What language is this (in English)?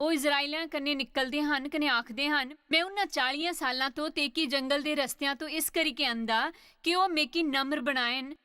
Dogri